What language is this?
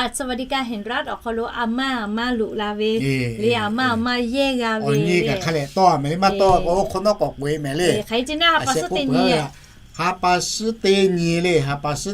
Lahu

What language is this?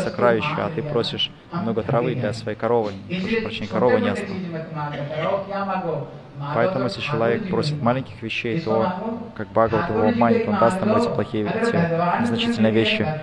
Russian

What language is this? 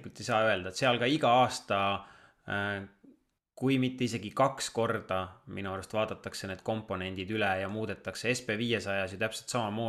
Estonian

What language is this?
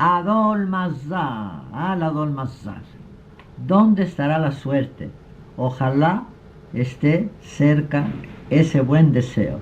Ladino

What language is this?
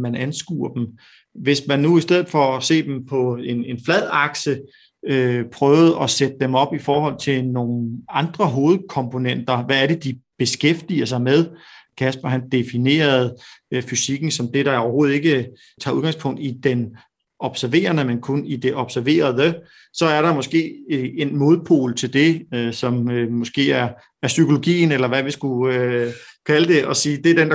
Danish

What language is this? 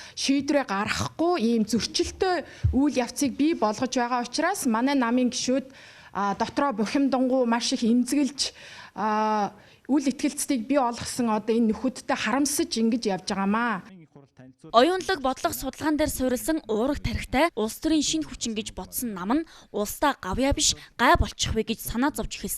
Mongolian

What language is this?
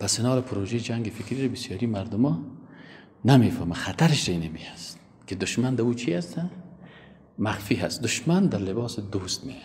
Persian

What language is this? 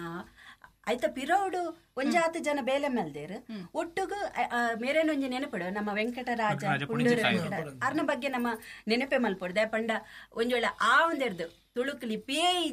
Tulu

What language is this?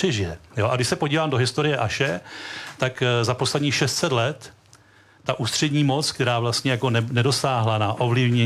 Czech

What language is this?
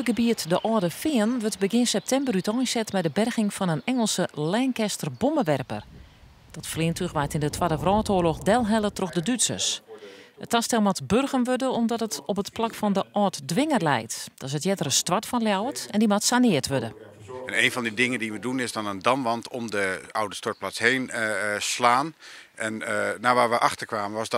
Western Frisian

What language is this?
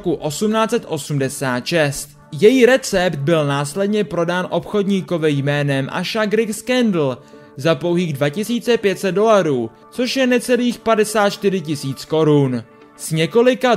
Czech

